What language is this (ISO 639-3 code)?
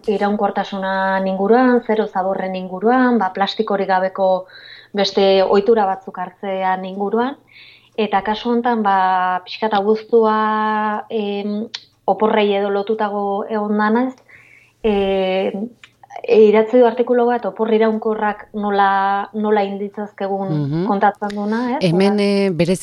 eus